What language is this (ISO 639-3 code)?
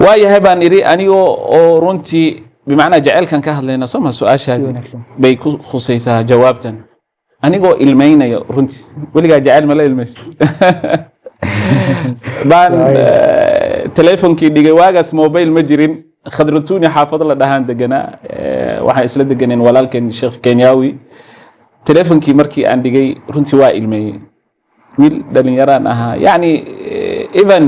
som